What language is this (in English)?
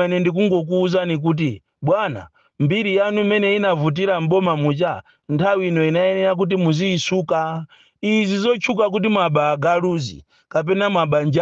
Nyanja